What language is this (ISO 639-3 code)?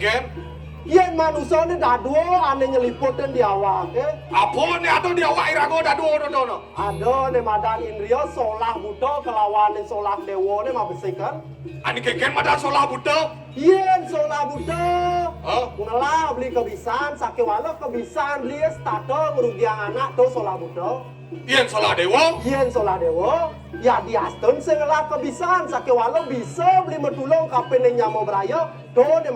ban